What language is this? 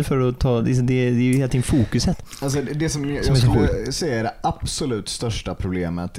Swedish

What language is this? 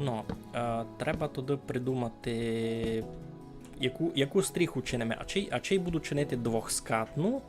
Rusyn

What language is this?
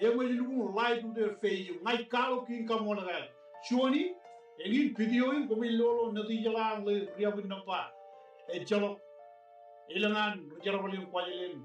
Marshallese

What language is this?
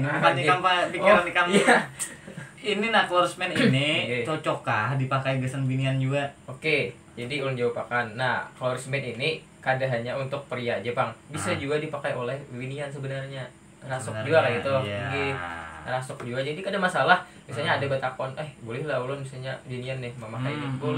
Banjar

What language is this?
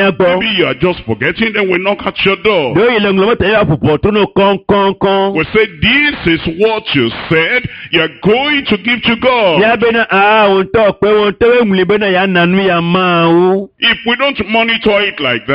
Ewe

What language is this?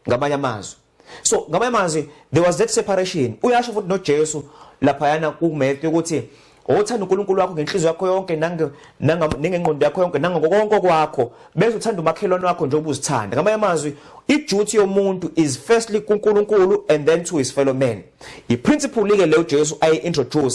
Zulu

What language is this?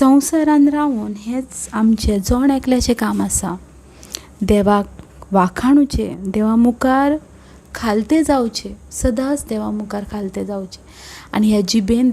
Konkani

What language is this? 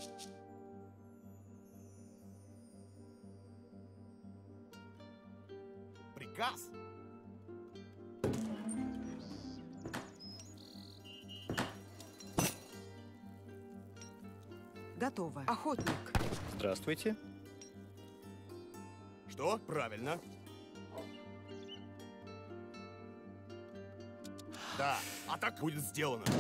Russian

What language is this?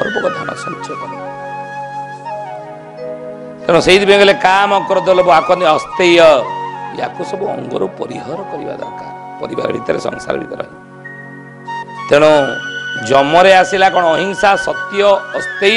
Odia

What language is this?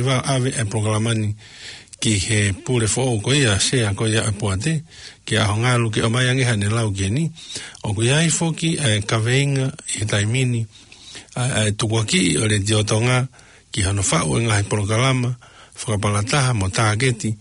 Tongan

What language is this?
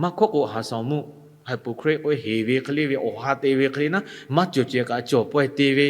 Lahu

